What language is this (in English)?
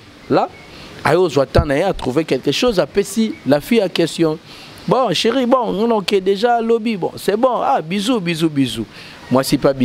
Lingala